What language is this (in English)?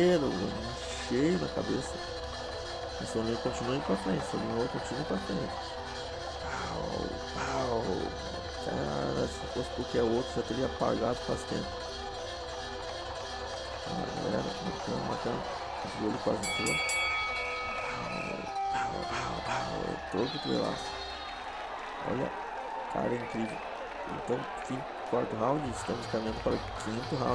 Portuguese